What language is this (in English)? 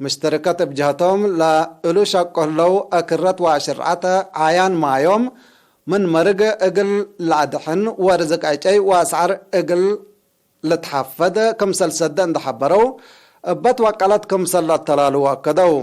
Tigre